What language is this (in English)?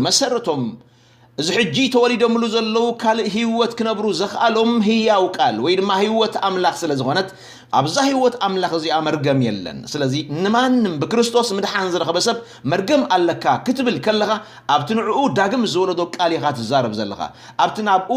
Tigrinya